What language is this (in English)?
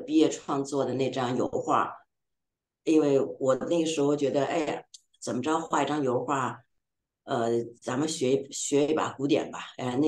Chinese